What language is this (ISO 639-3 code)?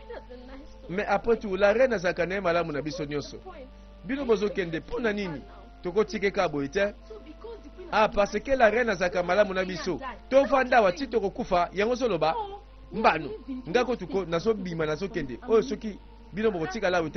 lin